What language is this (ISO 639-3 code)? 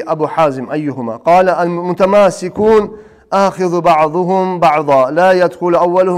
kum